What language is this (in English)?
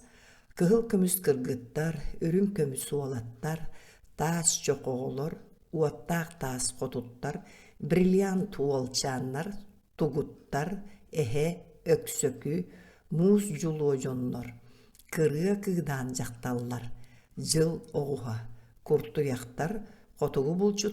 Yakut